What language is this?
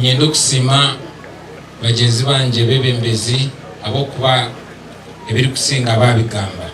Nyankole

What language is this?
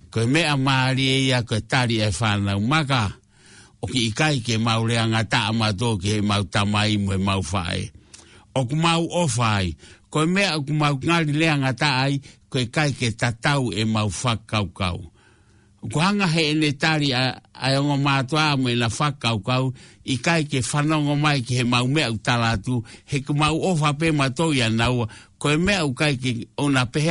Tongan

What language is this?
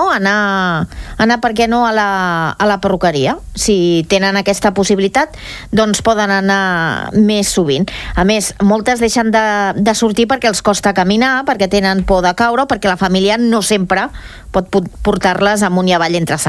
Catalan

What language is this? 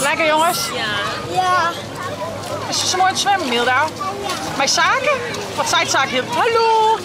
Western Frisian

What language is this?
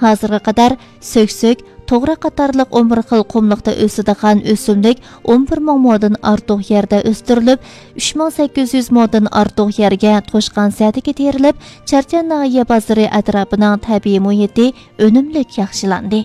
Uyghur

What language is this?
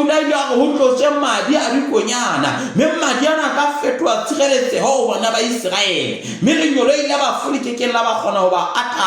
Southern Sotho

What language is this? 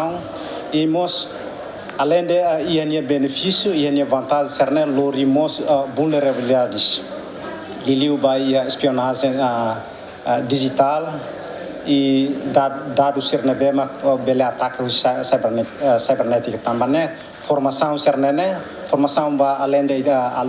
Tetum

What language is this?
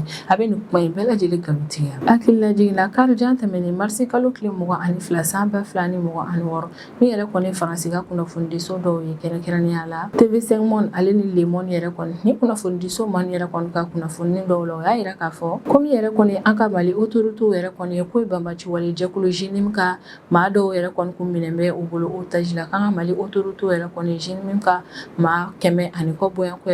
Bambara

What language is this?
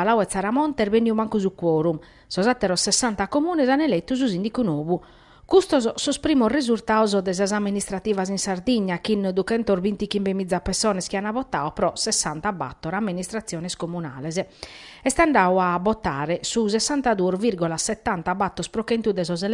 Sardinian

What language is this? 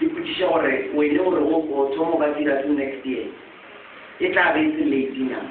Northern Sotho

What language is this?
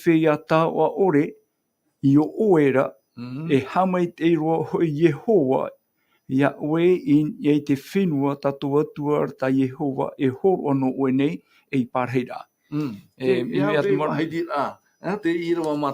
Tahitian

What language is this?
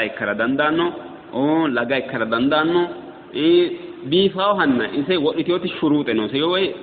Sidamo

